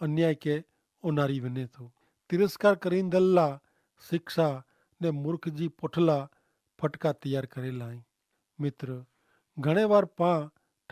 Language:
Kachhi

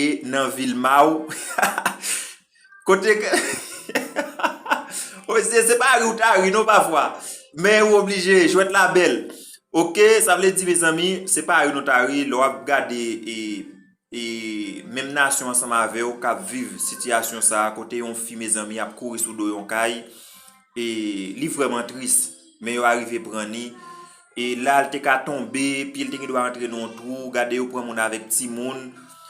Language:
Haitian Creole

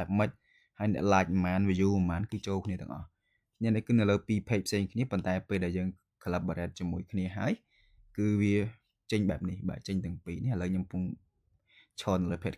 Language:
Khmer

